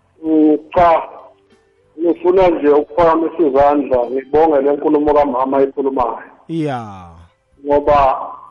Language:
South Ndebele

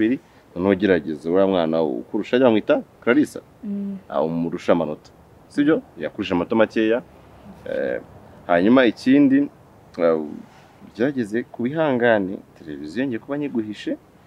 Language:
Kinyarwanda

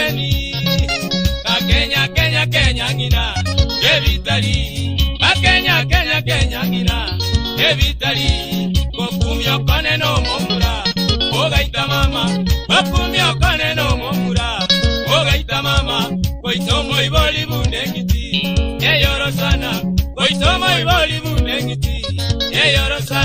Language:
Gusii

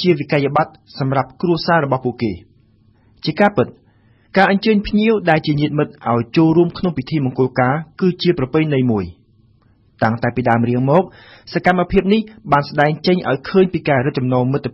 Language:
Khmer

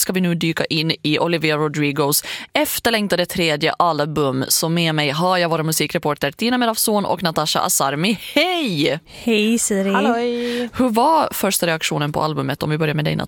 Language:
Swedish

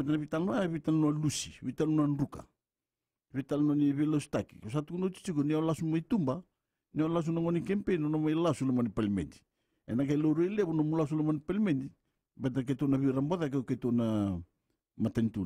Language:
Fijian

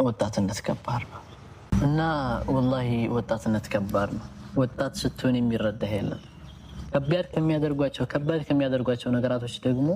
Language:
Amharic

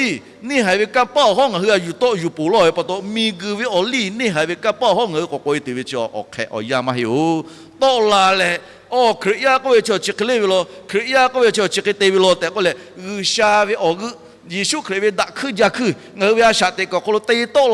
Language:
Lahu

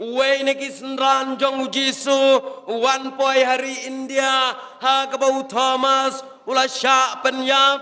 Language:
Khasi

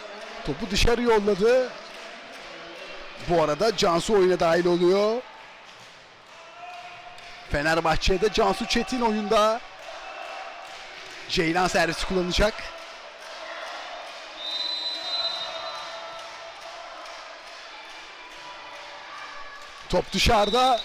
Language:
Turkish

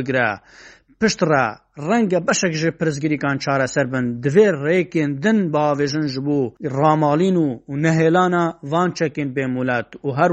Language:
Kurdish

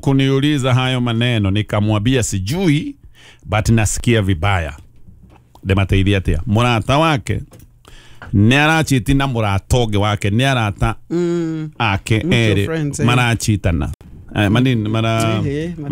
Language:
Kikuyu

